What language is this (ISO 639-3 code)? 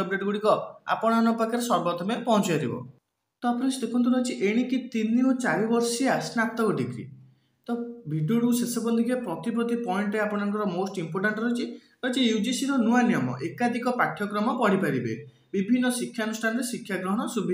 ori